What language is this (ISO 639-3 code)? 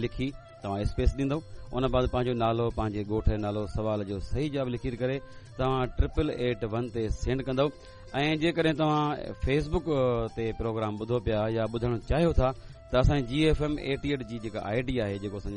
snd